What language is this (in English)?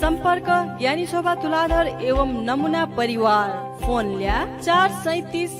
Newari